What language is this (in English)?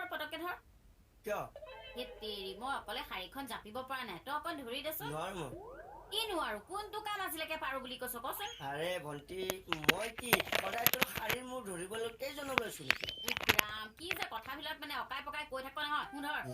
Assamese